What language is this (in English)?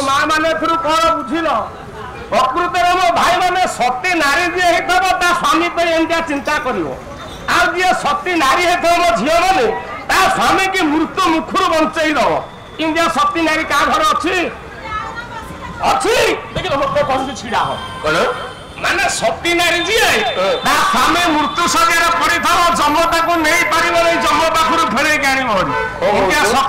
Odia